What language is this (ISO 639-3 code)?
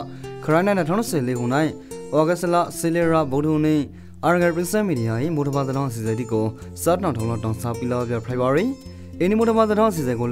rki